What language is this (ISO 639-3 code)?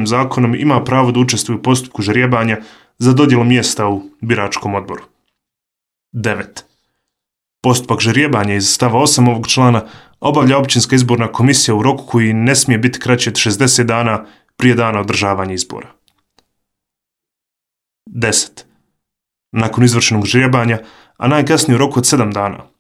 bos